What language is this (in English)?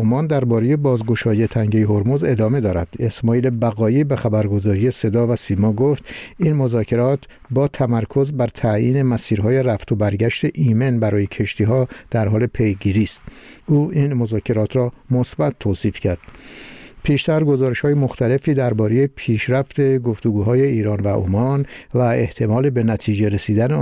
Persian